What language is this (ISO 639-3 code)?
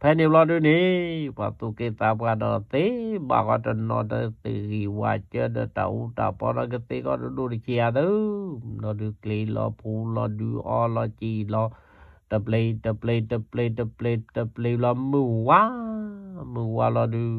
ksw